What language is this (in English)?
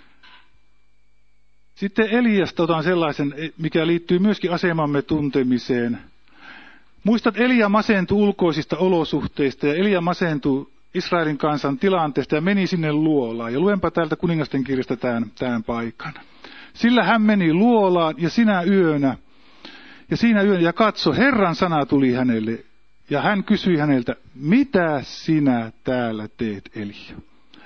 Finnish